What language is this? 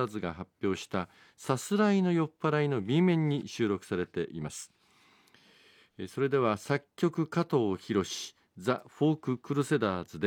Japanese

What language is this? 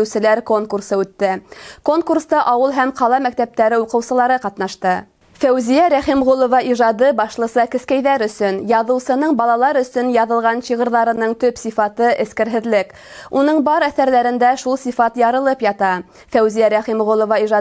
Bashkir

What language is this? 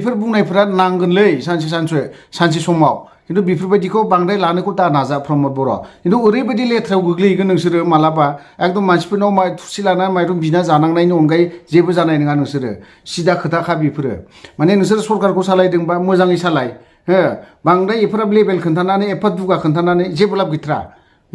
Bodo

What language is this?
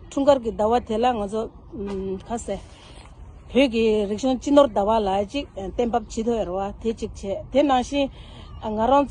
Tibetan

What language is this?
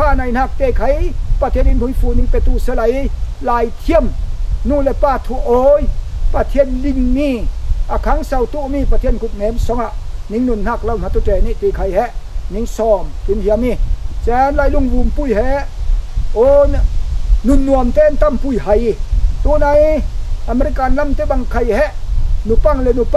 Falam Chin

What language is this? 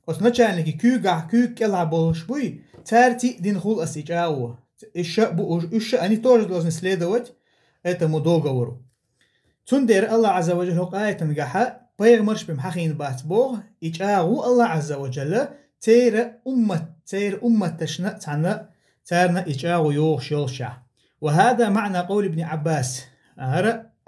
Chechen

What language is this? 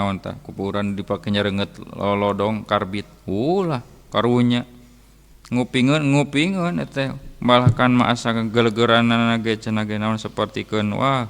Sundanese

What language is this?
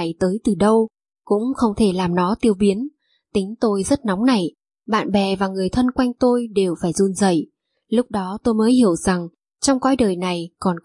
Vietnamese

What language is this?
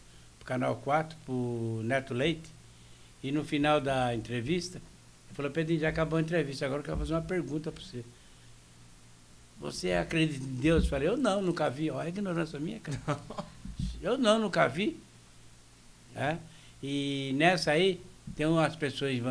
Portuguese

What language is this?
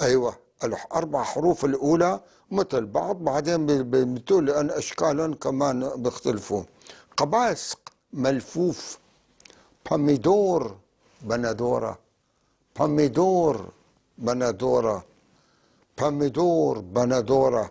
North Levantine Arabic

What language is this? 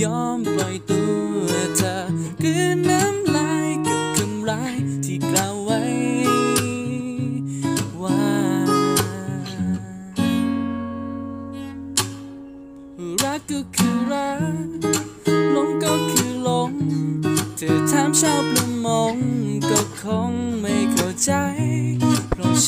Thai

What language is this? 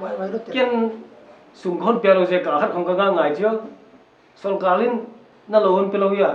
Paite Chin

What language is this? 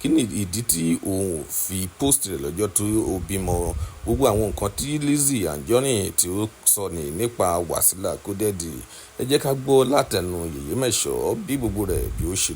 Yoruba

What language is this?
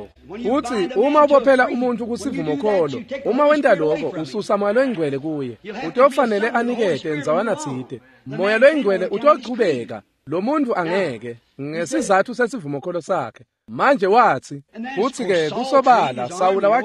Swati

